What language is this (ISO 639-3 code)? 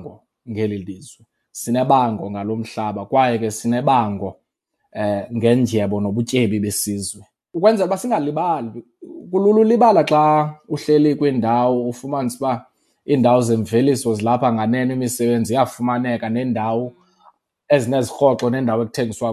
xho